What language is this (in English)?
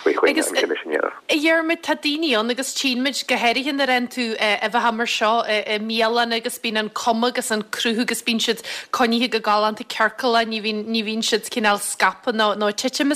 Irish